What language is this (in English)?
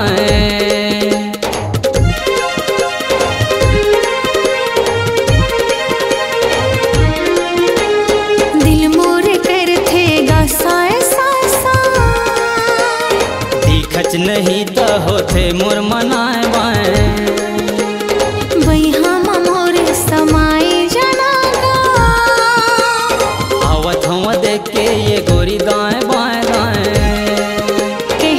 Chhattisgarhi